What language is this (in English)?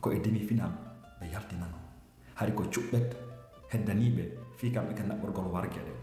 Fula